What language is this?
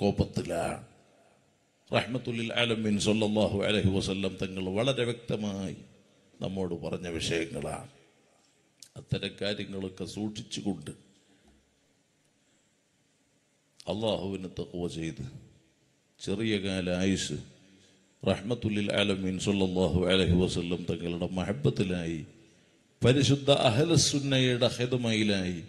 Malayalam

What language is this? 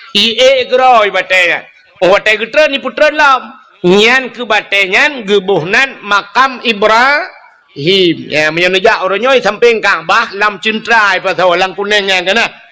Achinese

